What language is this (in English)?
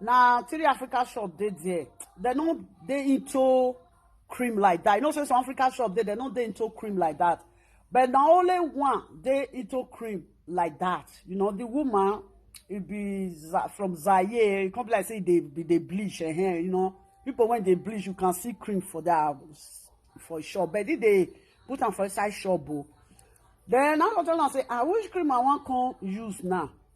Nigerian Pidgin